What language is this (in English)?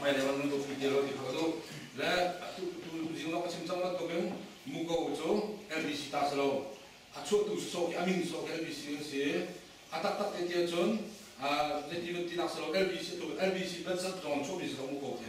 Hakha Chin